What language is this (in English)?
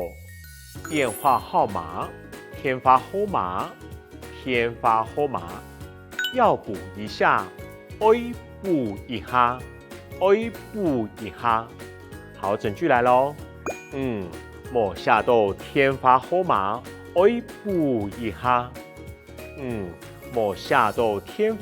Hakka Chinese